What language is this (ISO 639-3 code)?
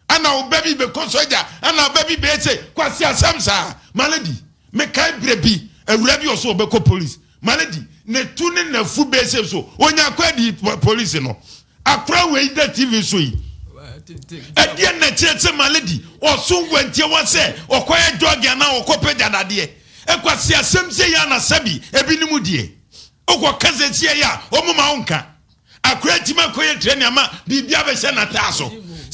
aka